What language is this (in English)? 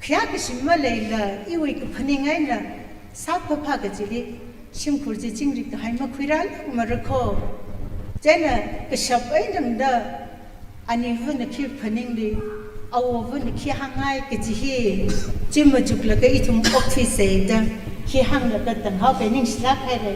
Tangkhul Naga (India)